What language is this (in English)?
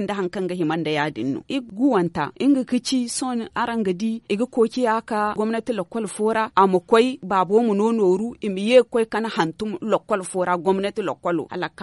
Zarma